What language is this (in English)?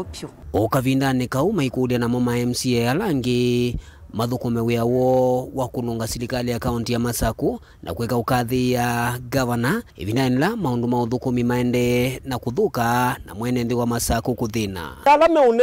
Kamba